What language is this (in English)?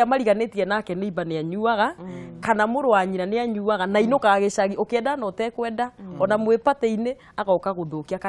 Kikuyu